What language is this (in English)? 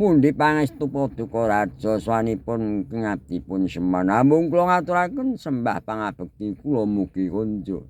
Javanese